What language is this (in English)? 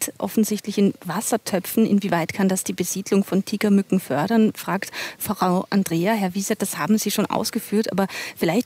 German